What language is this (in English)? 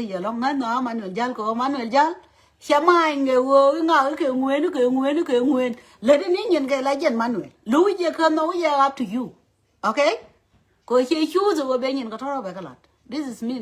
Nuer